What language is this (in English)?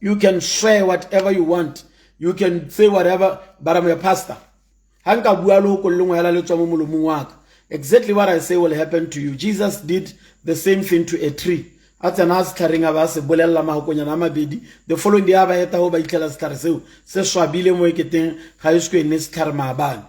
Tswana